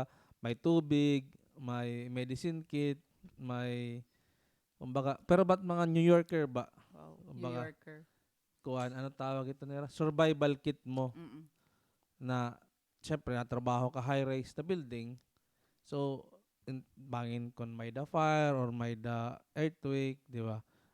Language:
Waray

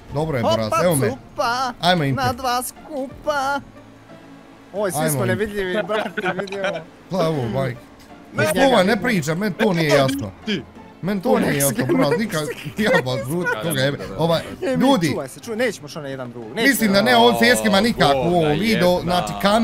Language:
Bosnian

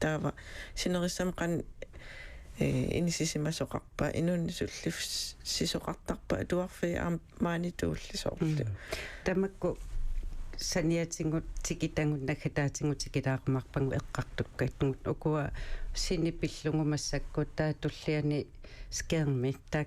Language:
Kalaallisut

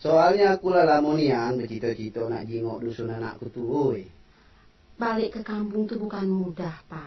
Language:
Minangkabau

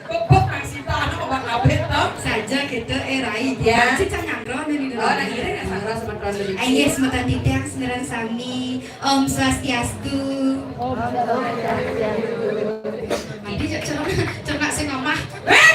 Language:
Balinese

